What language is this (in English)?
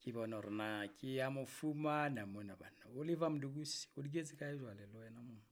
Southern Sotho